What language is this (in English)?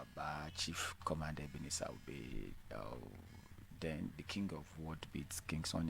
Yoruba